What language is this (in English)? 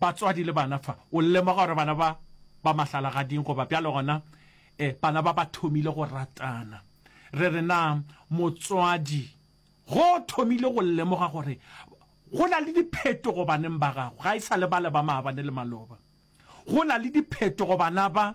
Northern Sotho